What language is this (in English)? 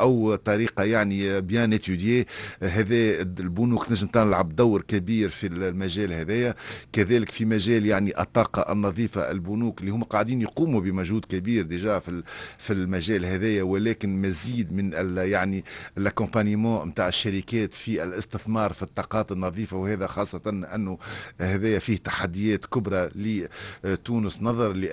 Tunisian Arabic